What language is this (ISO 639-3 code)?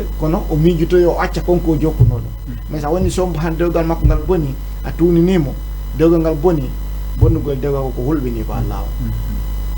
ful